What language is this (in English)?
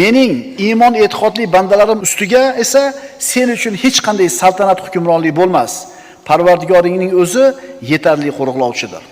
Uzbek